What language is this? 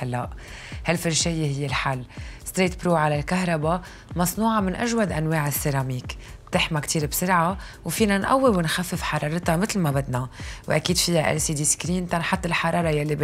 North Levantine Arabic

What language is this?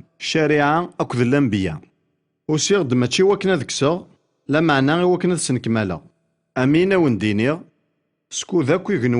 Kabyle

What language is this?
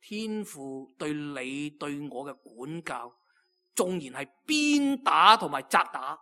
Cantonese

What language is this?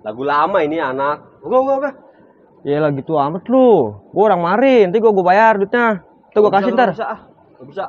Betawi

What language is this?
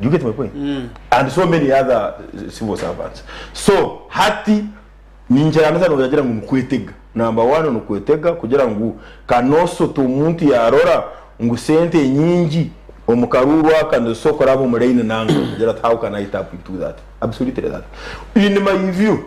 Nyankole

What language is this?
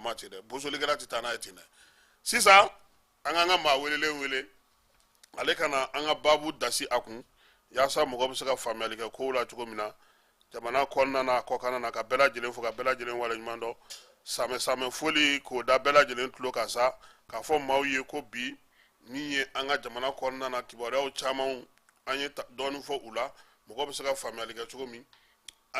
Bambara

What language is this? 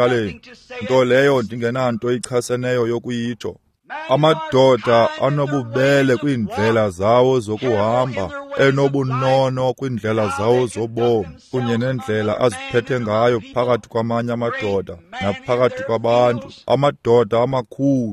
Xhosa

